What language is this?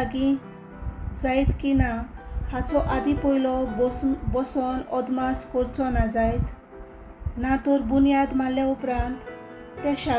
Konkani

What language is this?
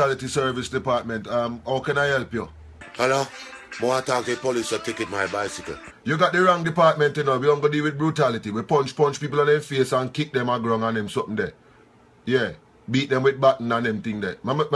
Jamaican Creole English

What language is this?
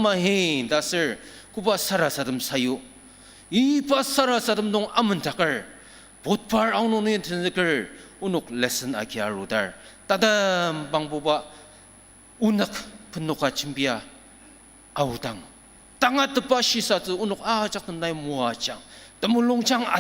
Ao Naga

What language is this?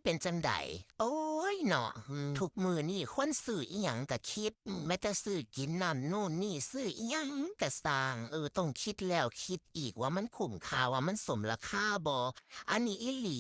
Lao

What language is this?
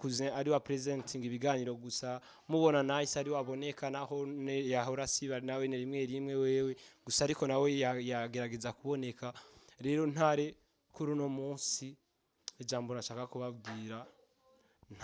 Rundi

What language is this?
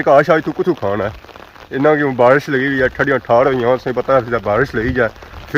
Pahari-Potwari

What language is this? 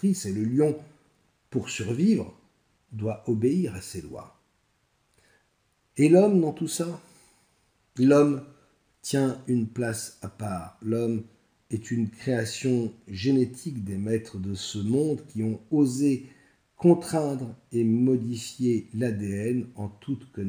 French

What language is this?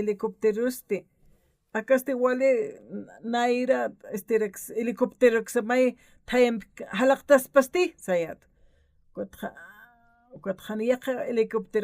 Aymara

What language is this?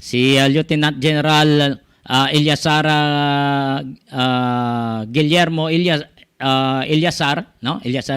Hiligaynon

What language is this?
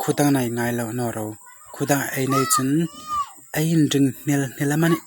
Hmar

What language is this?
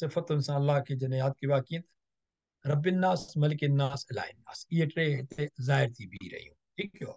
Sindhi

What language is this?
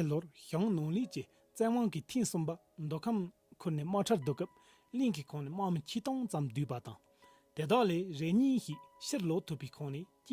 Tibetan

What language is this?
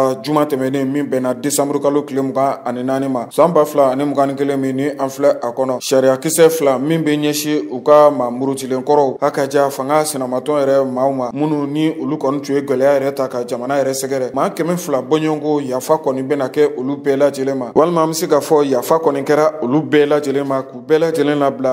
Bambara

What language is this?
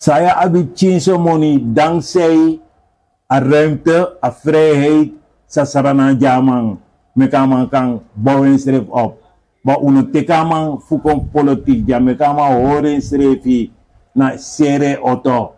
Sranan Tongo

